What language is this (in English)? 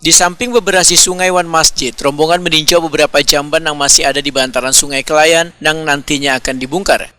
Banjar